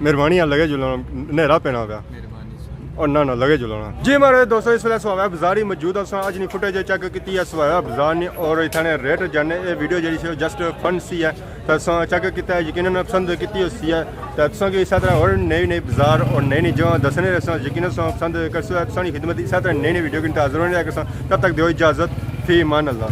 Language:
Pahari-Potwari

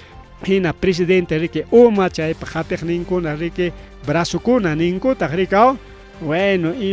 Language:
Ayacucho Quechua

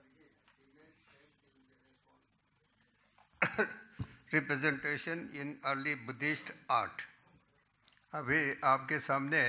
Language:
English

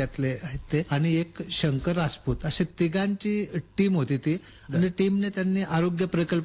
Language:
Marathi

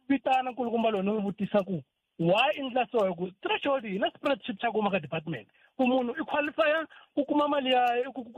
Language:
Tsonga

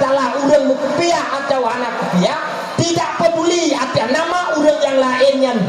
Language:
Achinese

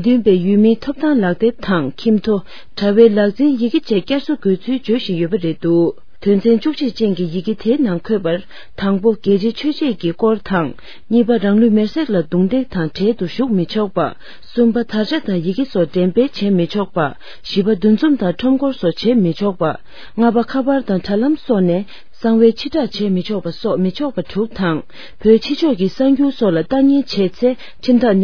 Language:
Tibetan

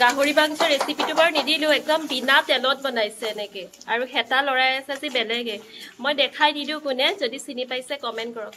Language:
Assamese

